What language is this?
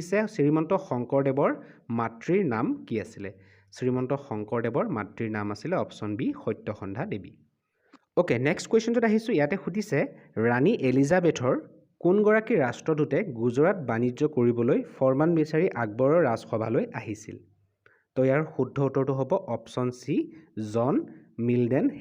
Assamese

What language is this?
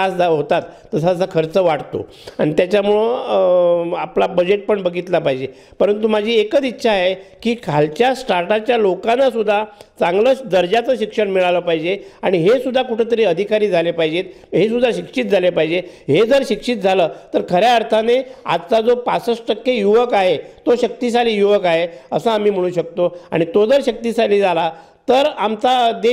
Marathi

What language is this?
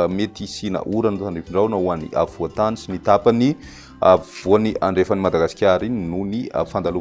Malagasy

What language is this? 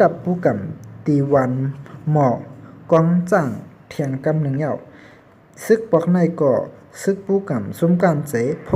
Shan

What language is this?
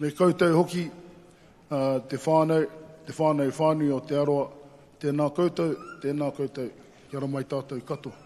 Māori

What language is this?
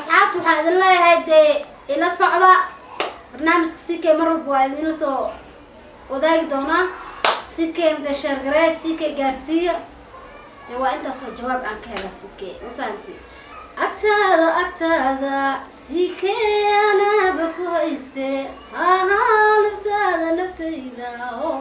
Somali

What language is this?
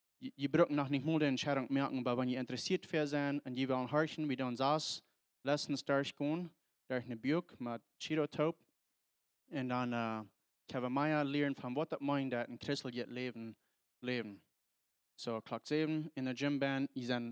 Plautdietsch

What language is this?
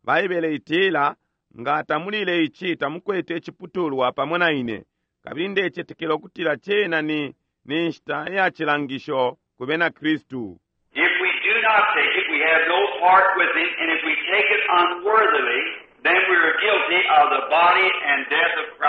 Bemba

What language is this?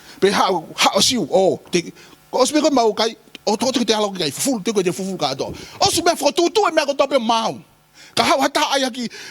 Tongan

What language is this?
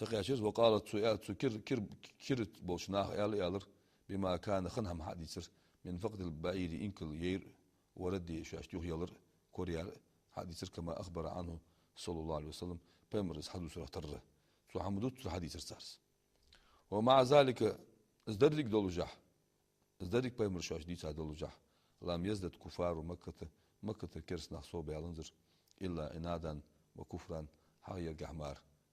Ingush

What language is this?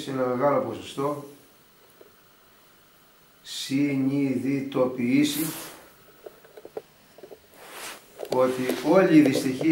Greek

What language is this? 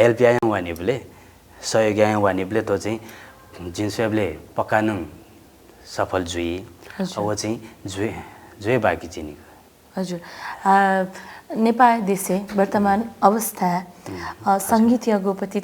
Newari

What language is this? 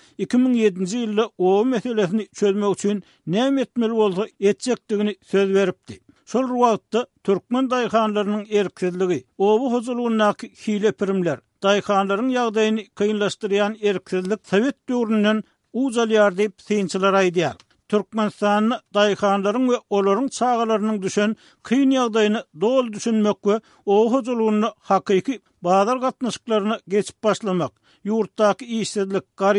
Turkmen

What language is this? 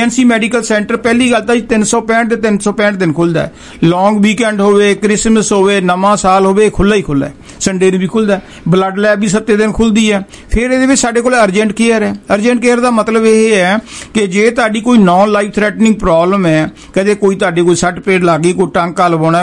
Punjabi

